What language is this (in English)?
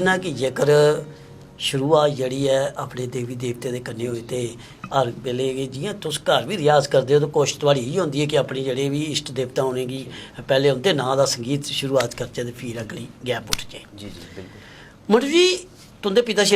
Dogri